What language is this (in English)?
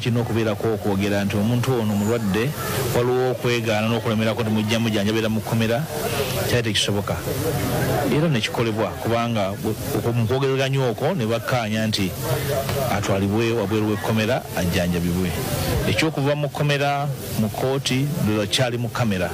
Ganda